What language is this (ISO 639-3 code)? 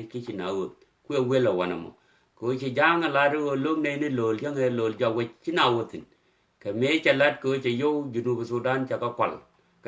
nus